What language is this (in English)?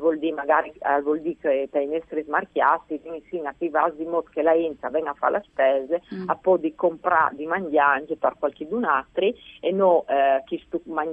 Friulian